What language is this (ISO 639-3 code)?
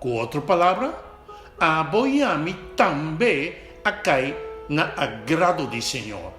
pap